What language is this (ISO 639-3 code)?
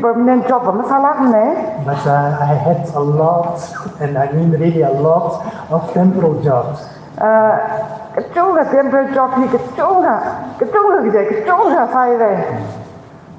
nmf